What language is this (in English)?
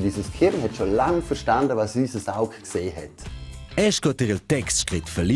Romansh